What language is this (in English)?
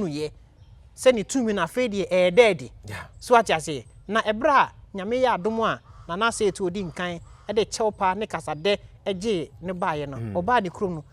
Akan